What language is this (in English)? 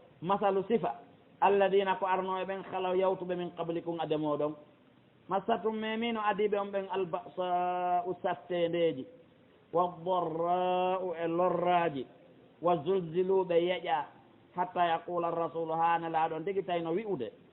Fula